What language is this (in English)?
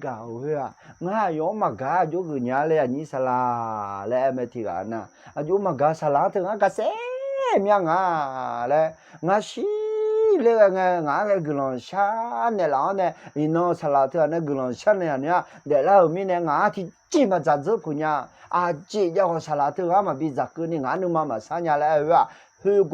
Akha